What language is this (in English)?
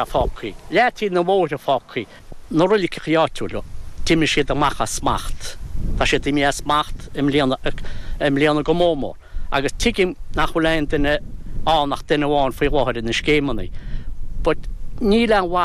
Irish